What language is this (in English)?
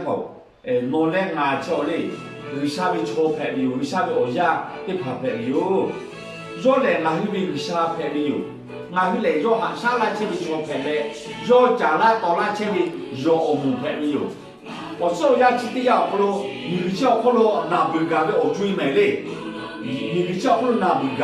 Lahu